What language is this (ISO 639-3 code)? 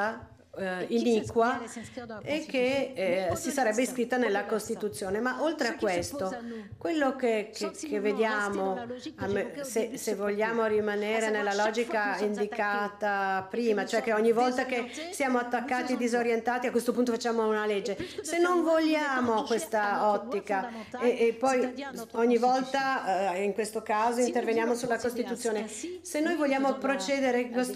ita